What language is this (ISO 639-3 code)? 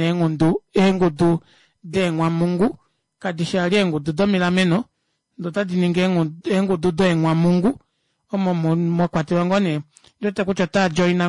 kua